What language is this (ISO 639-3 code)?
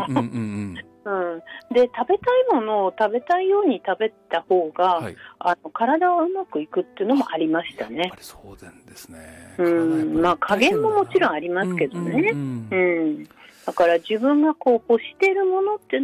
jpn